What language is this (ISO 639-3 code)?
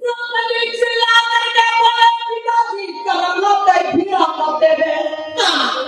hne